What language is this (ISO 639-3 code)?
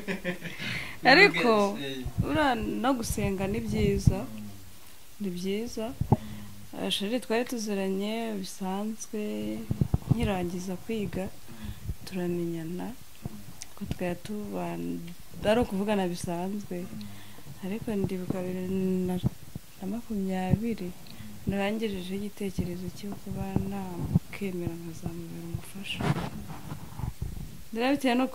kin